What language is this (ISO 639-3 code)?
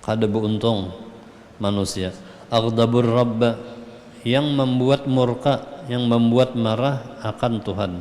bjn